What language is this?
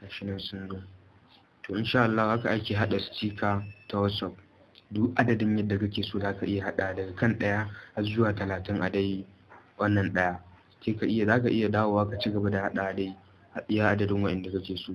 Hausa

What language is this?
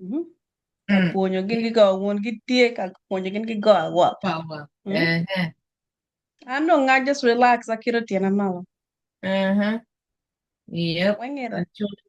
Acoli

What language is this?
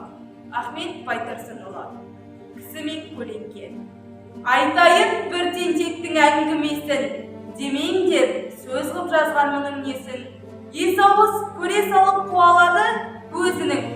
Kazakh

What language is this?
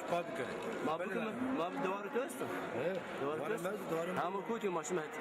Zaza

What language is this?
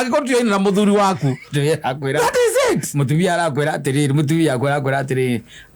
Kikuyu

